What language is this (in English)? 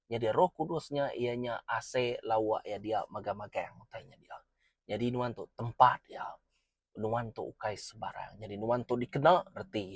Iban